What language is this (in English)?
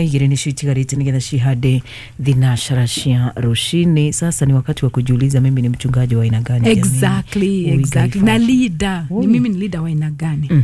Kikuyu